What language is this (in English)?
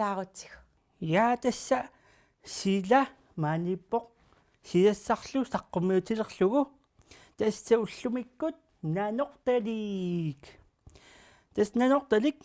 Kalaallisut